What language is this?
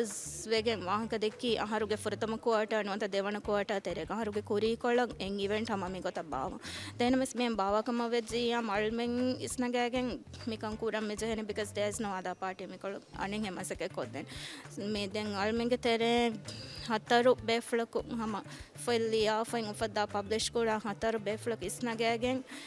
Divehi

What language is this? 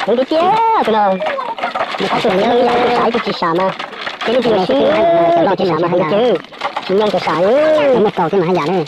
Hmong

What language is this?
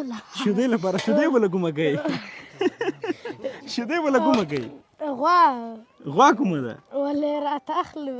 Pashto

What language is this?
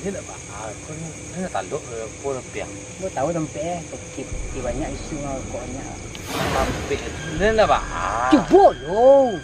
Minangkabau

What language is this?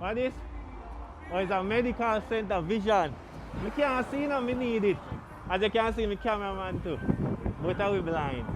Jamaican Creole English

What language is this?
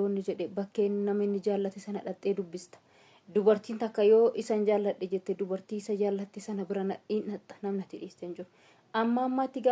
Oromo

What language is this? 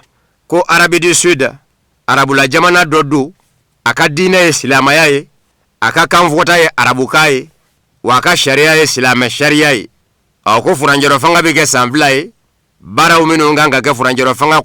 Bambara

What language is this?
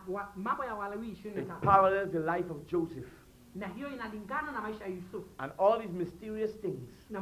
Swahili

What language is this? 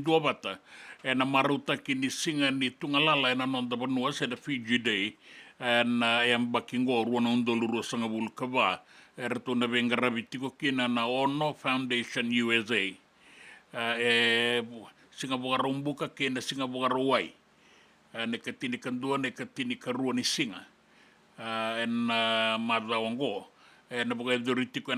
Fijian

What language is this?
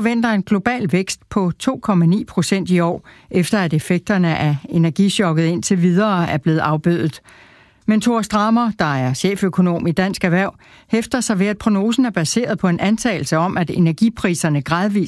Danish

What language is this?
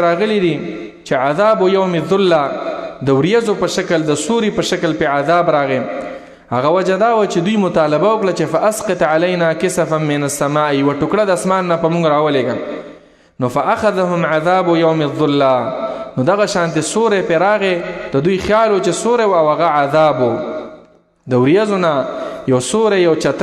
Pashto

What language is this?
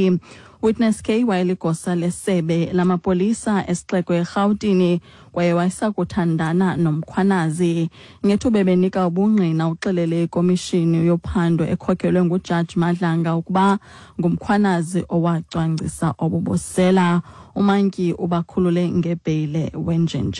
Xhosa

